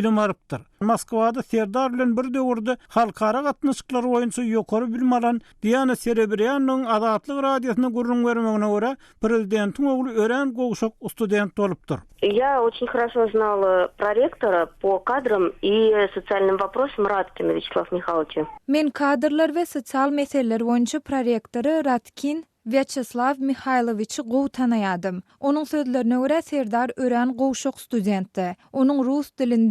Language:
Turkmen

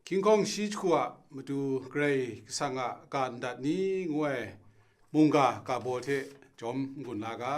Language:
Kachin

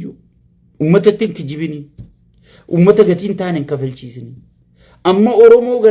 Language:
Oromo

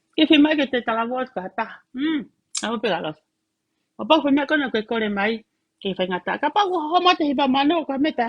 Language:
Tongan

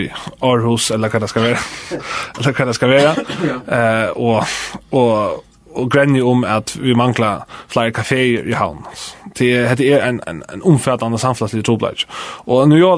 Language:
Faroese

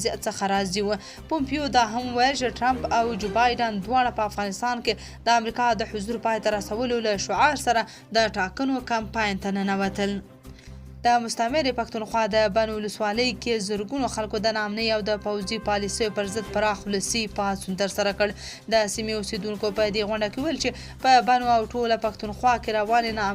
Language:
Pashto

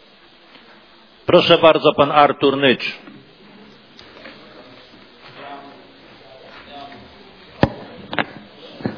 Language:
Polish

